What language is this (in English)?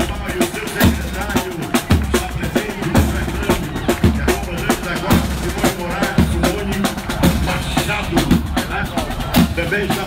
Portuguese